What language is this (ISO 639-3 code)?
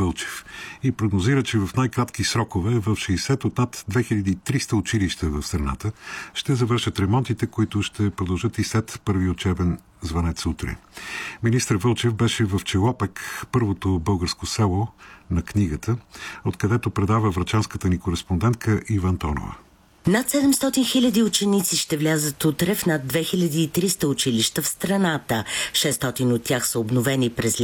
bul